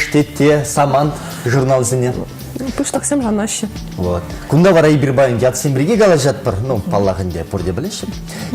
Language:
Chuvash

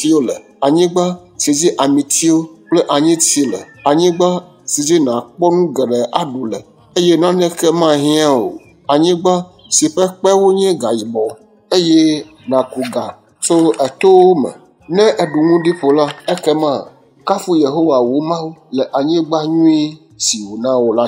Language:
Ewe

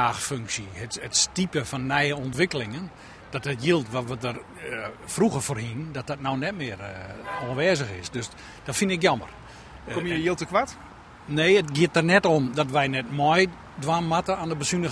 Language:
Western Frisian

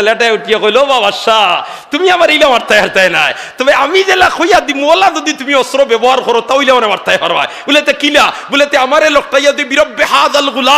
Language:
Sylheti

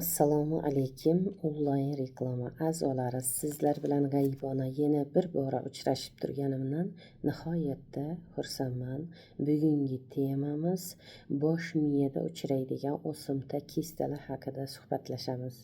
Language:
Uzbek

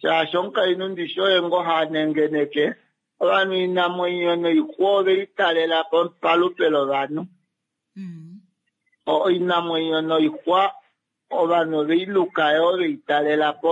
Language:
Kuanyama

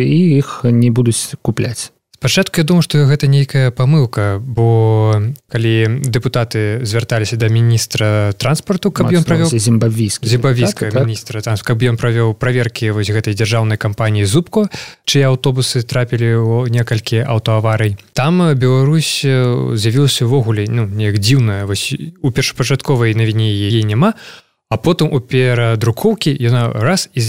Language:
Belarusian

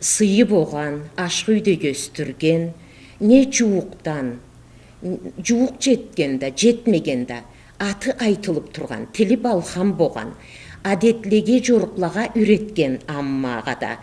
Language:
Karachay-Balkar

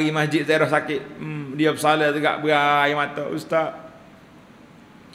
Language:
Malay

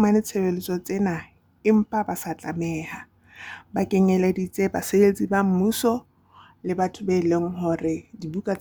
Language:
Southern Sotho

